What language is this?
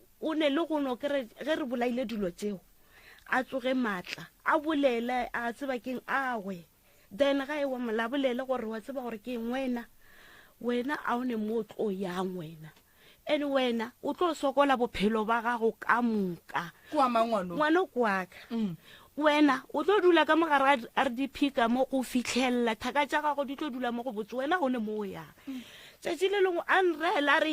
Northern Sotho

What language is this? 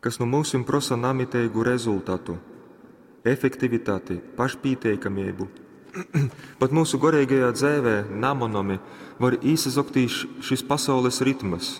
Latgalian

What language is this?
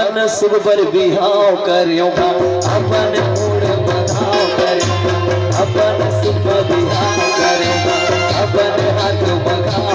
Chhattisgarhi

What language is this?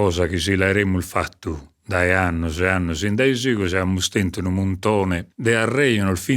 Sardinian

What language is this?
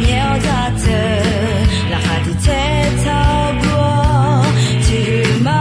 Akha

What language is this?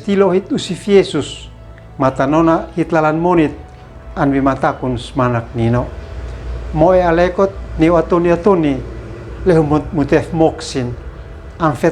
Uab Meto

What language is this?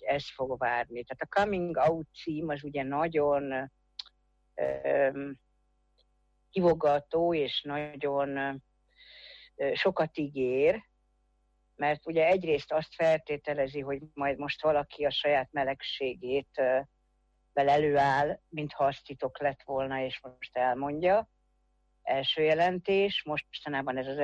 Hungarian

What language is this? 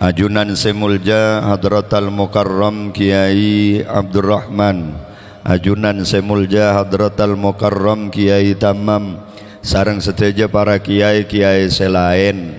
Madurese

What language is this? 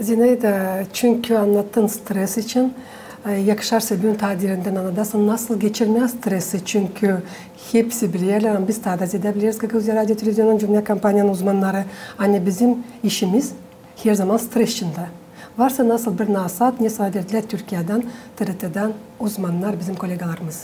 Gagauz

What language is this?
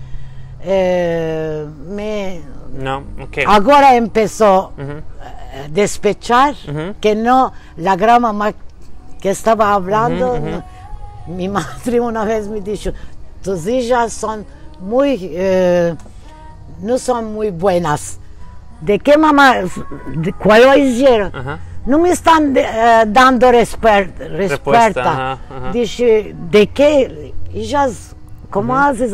Ladino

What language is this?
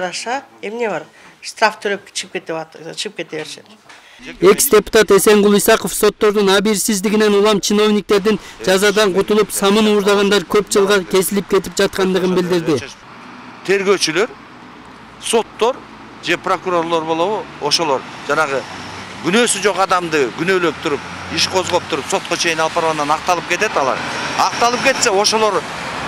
Kyrgyz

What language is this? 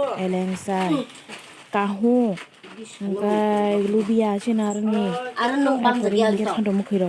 Kok Borok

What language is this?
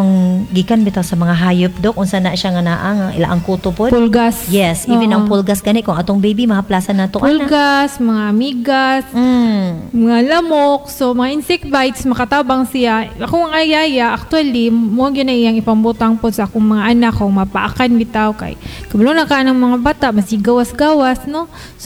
Cebuano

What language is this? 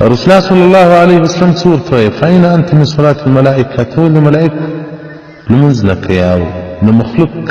Pashto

